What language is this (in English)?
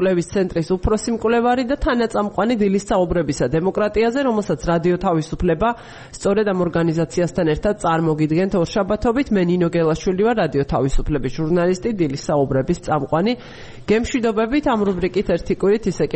Georgian